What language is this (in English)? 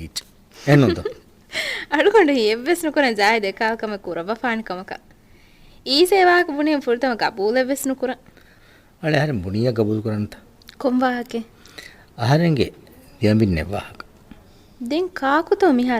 Divehi